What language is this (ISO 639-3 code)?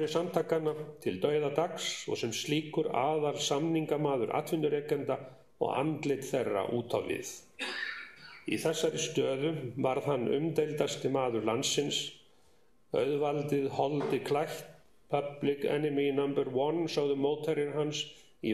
isl